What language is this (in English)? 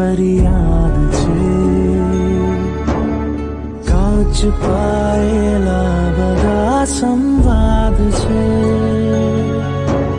Gujarati